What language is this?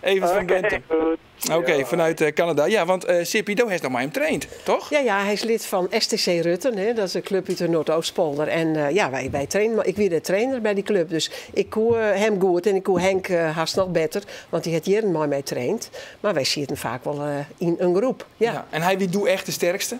Western Frisian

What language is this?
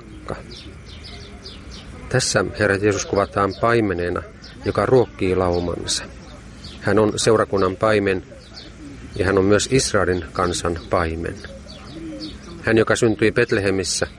Finnish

